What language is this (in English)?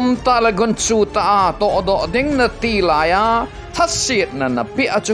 Thado Chin